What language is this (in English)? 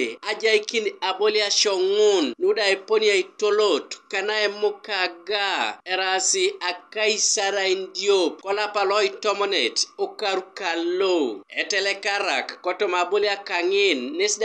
Teso